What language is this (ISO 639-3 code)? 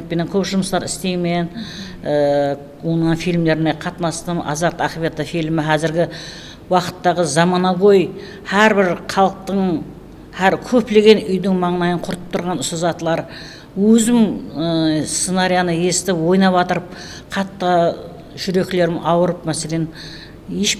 kaa